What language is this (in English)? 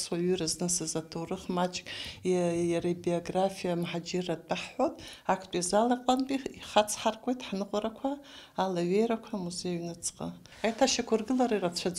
Abkhazian